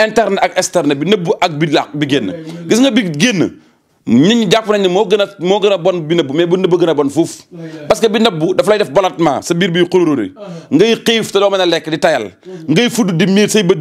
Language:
Wolof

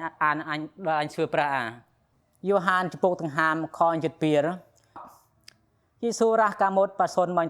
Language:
Khmer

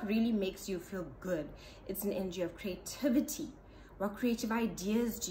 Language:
English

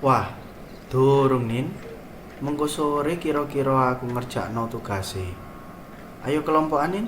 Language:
Javanese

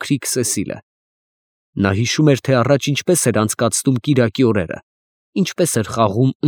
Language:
Armenian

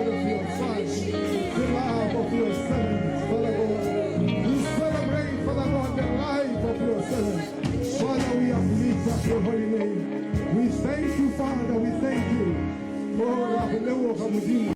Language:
Tswana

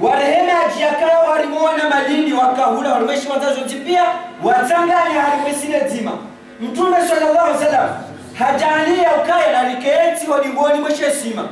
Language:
Ngazidja Comorian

